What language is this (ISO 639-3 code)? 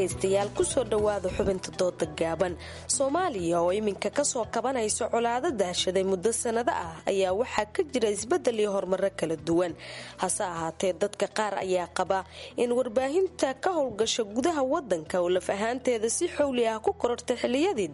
som